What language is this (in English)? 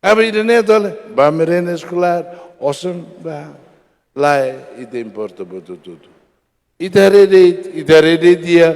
Tetum